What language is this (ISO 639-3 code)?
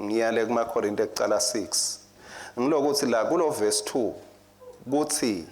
ssw